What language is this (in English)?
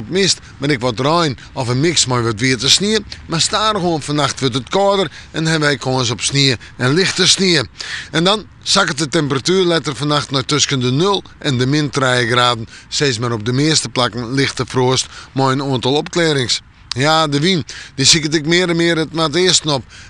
Western Frisian